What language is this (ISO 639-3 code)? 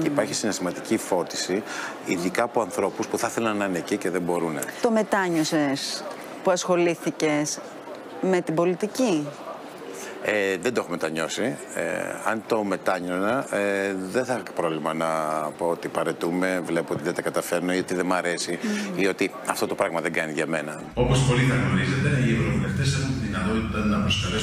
ell